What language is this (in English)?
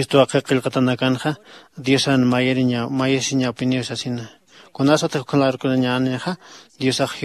Aymara